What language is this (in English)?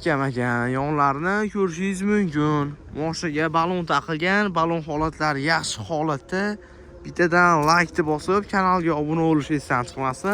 Uzbek